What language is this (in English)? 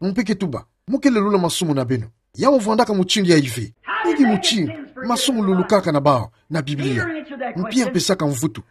Kituba (Democratic Republic of Congo)